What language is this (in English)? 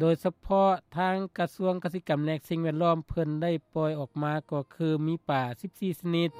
Lao